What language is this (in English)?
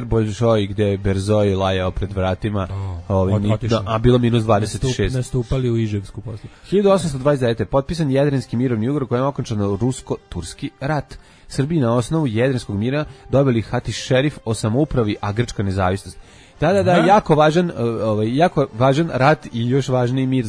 Serbian